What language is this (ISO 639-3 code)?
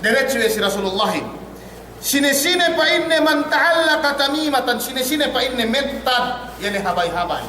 yka